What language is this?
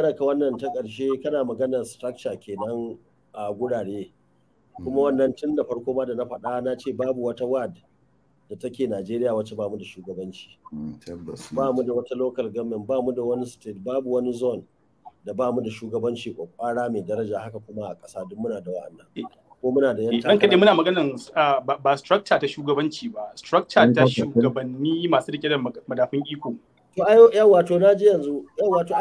Hausa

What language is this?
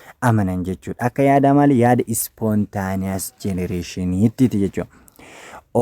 Oromo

